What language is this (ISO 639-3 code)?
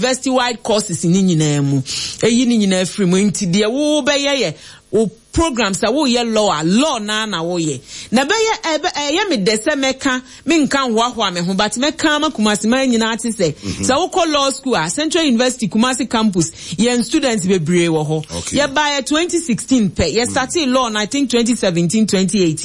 aka